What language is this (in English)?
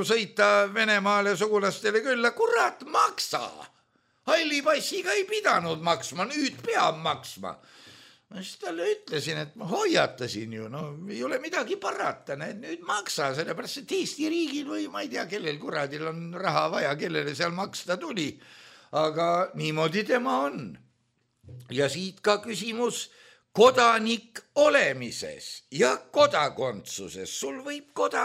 Estonian